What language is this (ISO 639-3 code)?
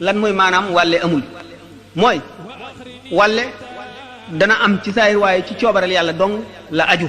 wol